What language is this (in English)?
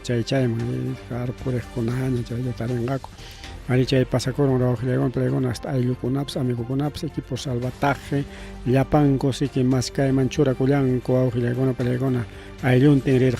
Ayacucho Quechua